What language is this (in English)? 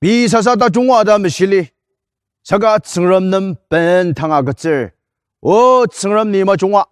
Ao Naga